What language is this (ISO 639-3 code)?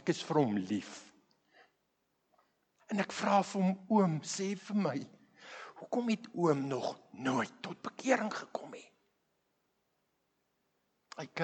afr